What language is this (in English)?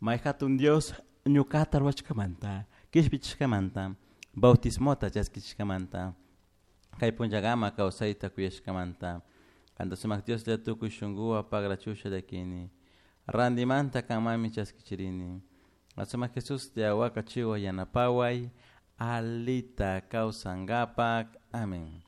Chimborazo Highland Quichua